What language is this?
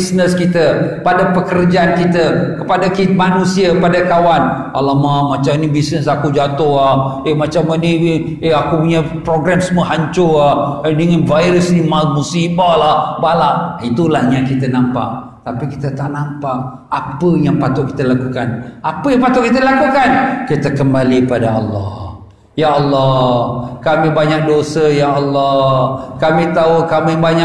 Malay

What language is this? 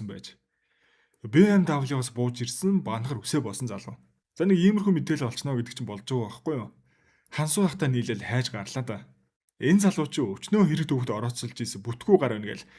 Mongolian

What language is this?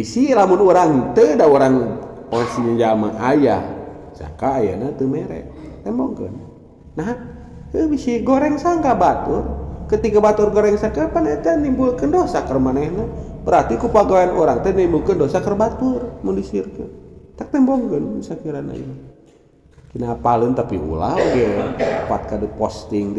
Sundanese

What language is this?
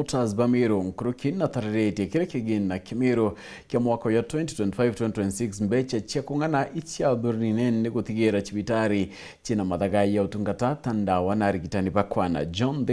Meru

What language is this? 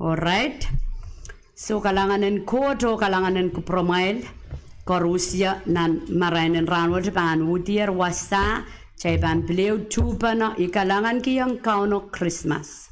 Pohnpeian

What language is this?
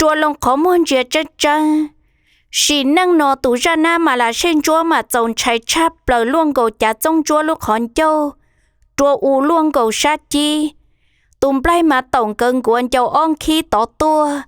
Hmong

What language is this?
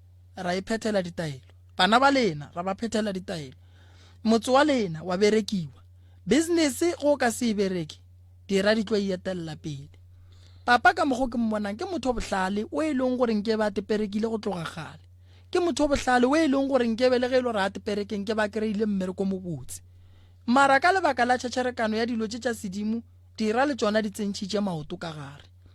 Northern Sotho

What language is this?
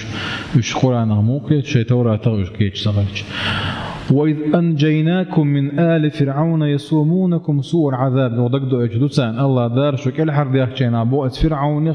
Chechen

